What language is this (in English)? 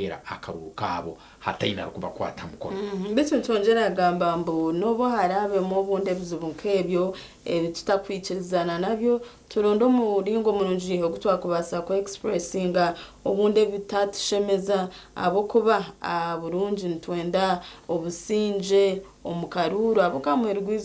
Nyankole